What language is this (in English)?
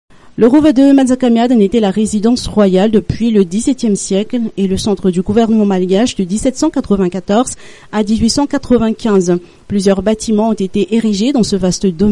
French